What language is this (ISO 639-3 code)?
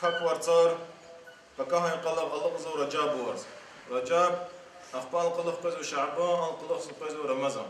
lez